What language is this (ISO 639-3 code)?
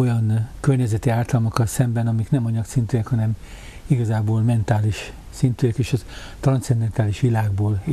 hun